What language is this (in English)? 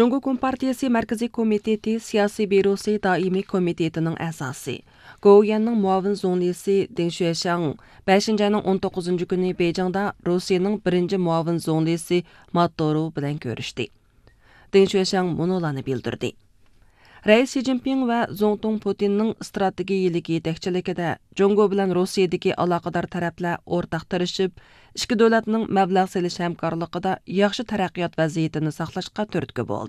Uyghur